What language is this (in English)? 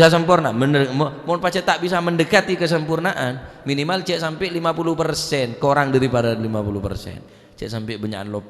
Madurese